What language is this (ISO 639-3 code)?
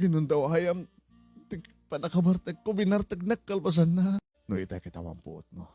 ilo